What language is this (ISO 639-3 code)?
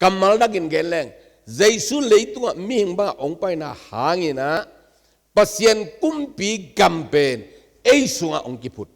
ctd